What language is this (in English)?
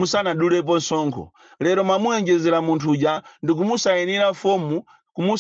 Nyanja